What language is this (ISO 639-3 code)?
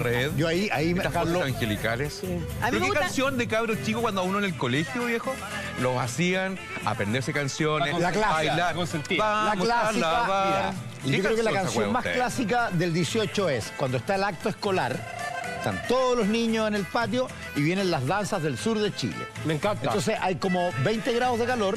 spa